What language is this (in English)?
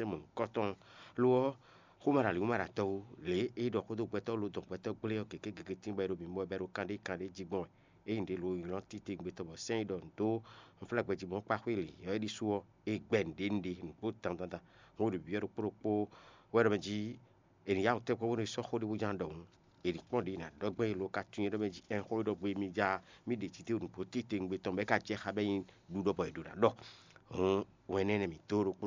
Fon